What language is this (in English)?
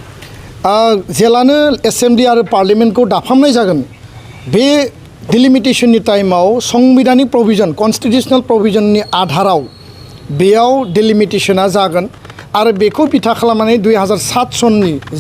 Bodo